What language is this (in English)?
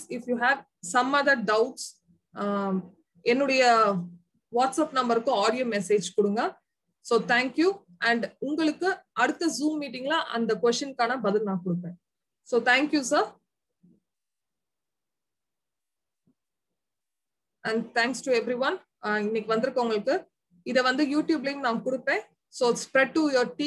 Tamil